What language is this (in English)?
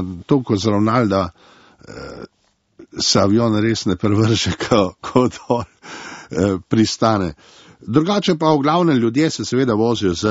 Slovenian